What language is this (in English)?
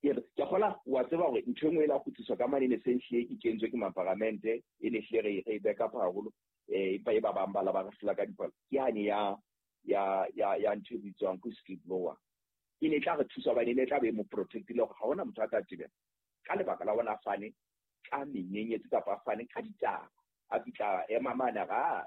Southern Sotho